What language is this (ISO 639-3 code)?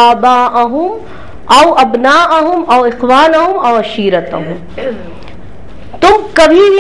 urd